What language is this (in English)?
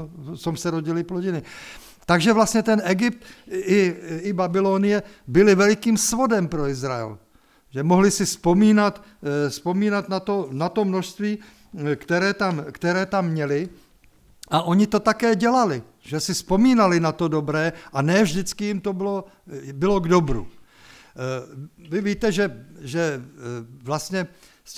Czech